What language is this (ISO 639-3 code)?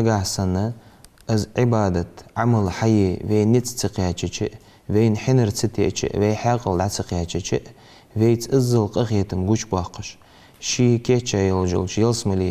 inh